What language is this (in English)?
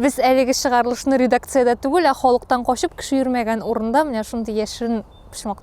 Tatar